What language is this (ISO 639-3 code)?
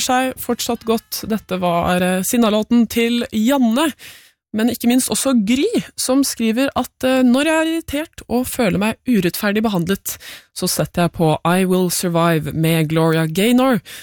nor